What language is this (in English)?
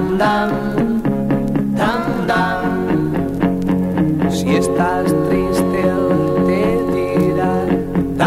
Spanish